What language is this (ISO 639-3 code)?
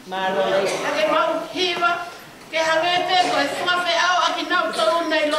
ton